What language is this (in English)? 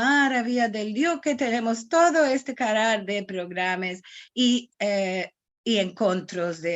Ladino